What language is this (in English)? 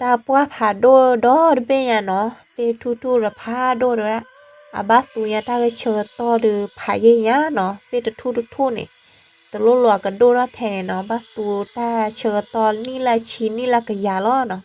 S'gaw Karen